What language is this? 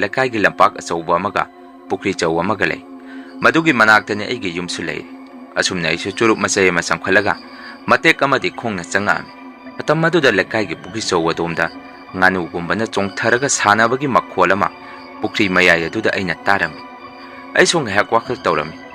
Manipuri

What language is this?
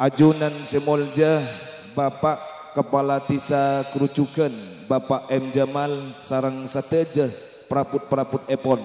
Madurese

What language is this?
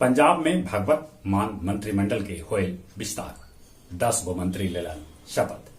Magahi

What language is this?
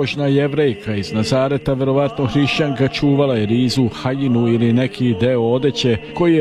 Serbian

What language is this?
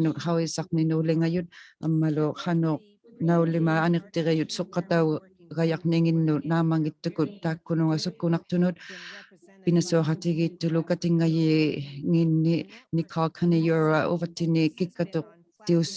Inuktitut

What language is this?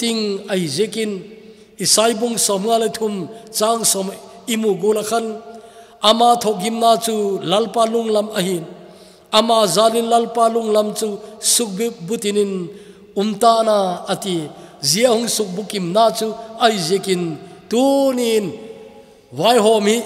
Thado Chin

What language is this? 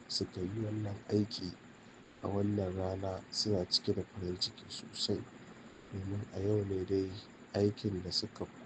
Hausa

